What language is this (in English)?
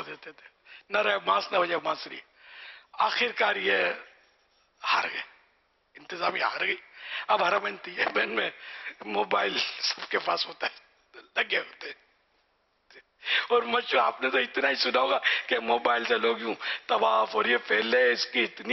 Urdu